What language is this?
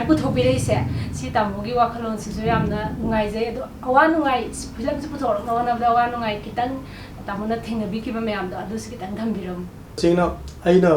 Manipuri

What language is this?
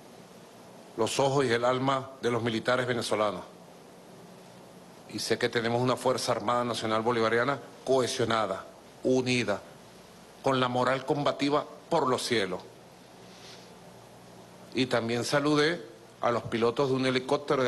Spanish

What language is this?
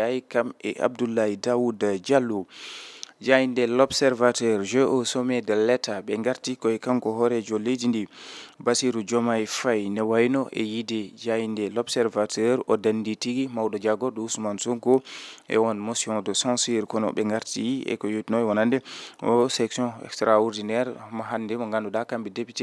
Fula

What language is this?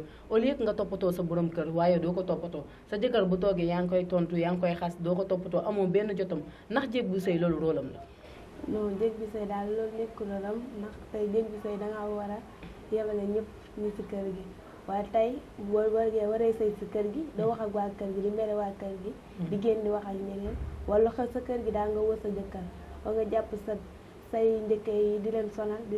Wolof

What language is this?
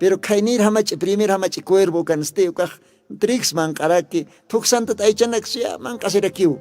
Aymara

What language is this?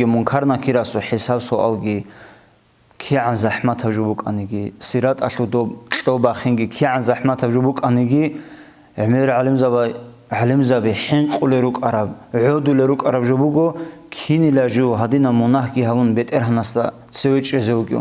Avaric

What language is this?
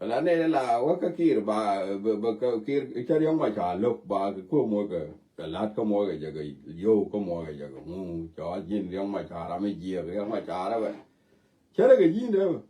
Nuer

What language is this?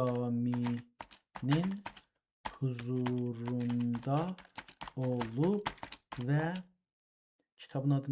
South Azerbaijani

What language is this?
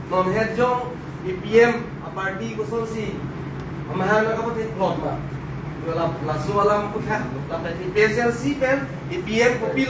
Karbi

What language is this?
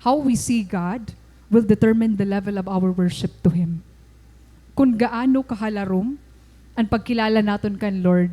Waray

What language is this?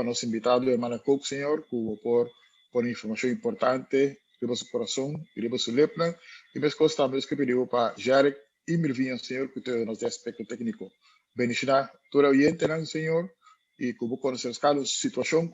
Papiamento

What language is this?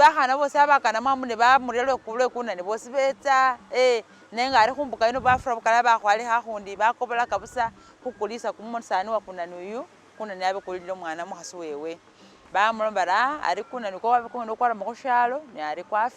Masaaba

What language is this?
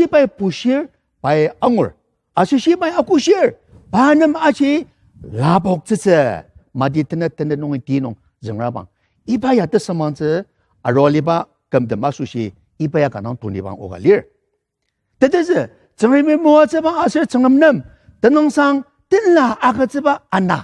Ao Naga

